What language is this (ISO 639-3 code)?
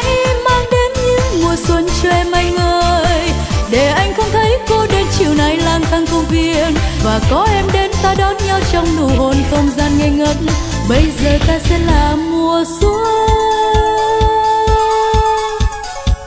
vie